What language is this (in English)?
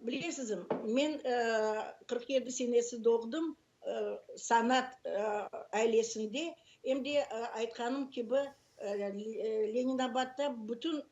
Crimean Tatar